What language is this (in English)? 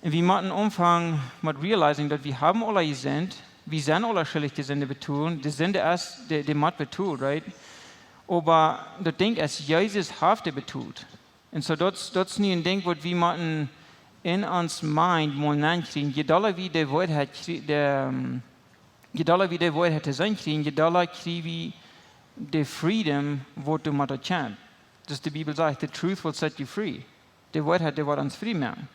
Plautdietsch